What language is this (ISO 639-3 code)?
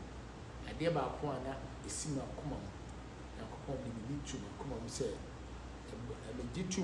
aka